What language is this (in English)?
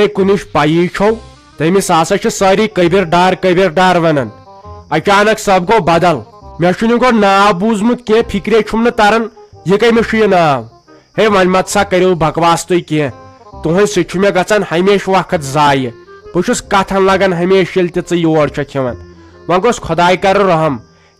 Kashmiri